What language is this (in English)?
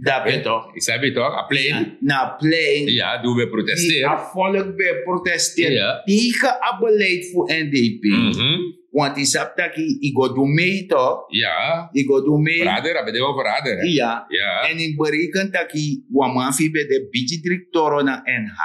Sranan Tongo